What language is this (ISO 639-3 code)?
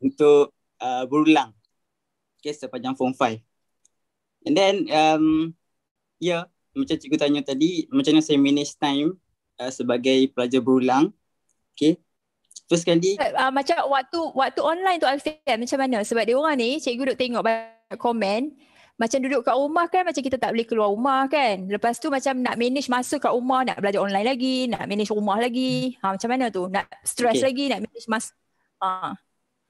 msa